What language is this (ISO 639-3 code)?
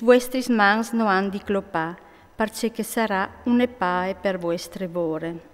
fur